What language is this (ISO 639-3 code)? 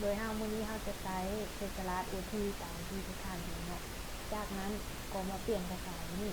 lao